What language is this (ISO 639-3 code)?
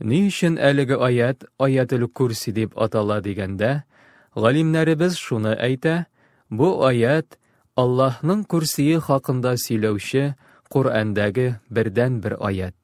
tat